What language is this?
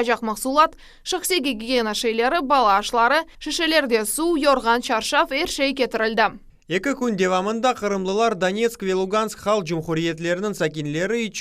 Crimean Tatar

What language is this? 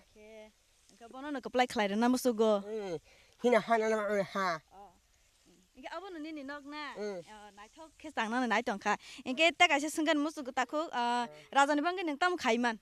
Kok Borok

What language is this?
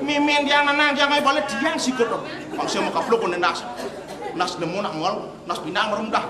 Balinese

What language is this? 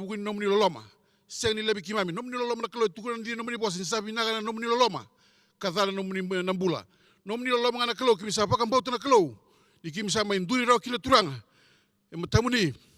Fijian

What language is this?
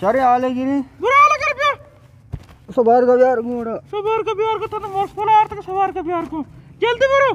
Eastern Balochi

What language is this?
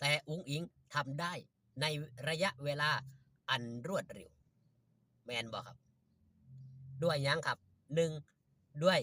Northeastern Thai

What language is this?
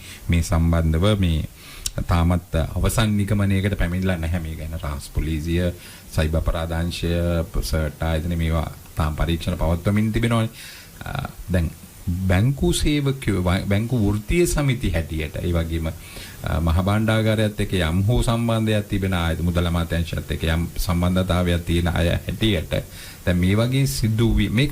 Sinhala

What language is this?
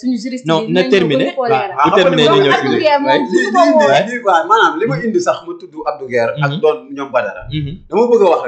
Wolof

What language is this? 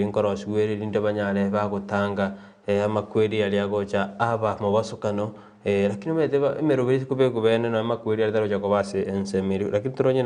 Gusii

